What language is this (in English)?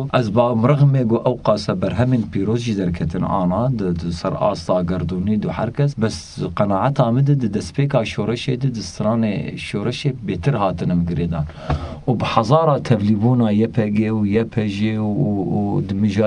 Kurdish